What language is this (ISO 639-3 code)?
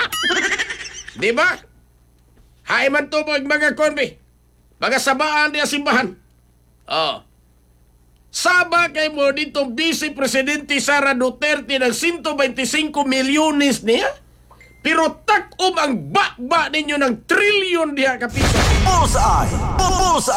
ceb